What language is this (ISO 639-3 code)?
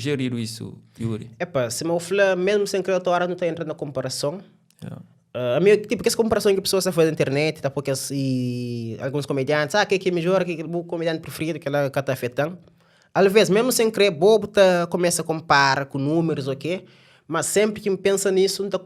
kea